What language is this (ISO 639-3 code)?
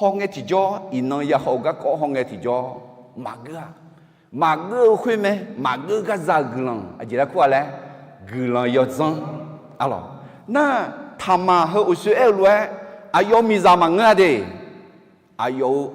ahk